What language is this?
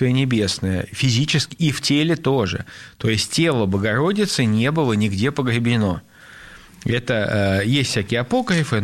Russian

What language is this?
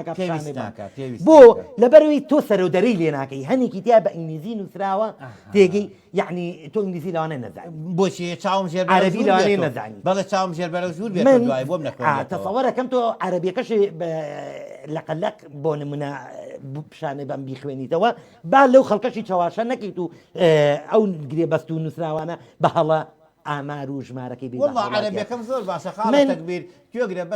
Central Kurdish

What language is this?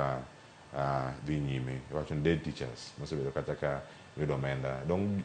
Luo (Kenya and Tanzania)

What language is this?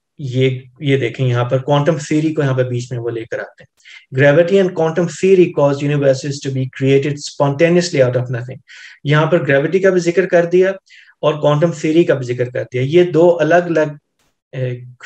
Urdu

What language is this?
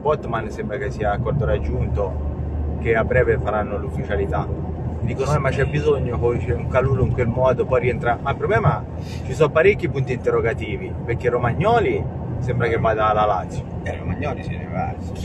Italian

